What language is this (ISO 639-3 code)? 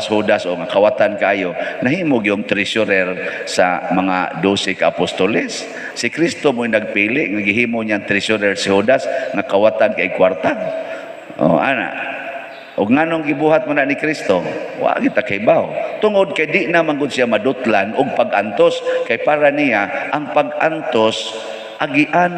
ceb